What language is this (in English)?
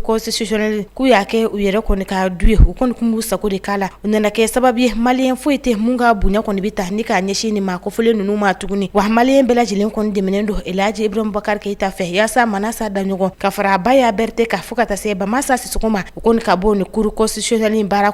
Bambara